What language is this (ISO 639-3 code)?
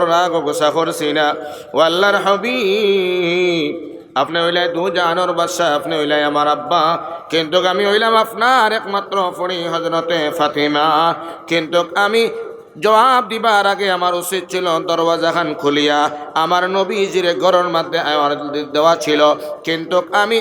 syl